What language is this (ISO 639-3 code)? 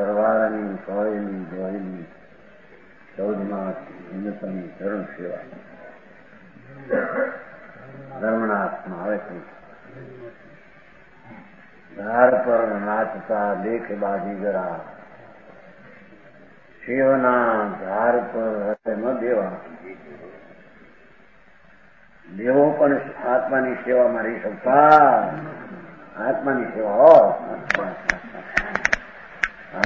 guj